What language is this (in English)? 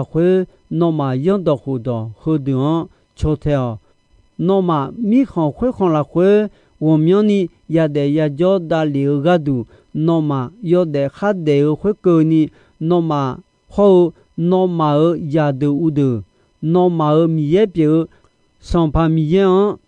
Akha